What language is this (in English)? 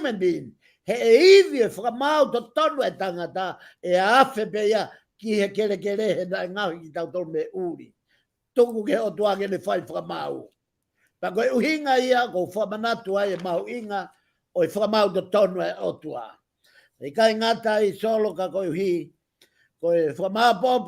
Tongan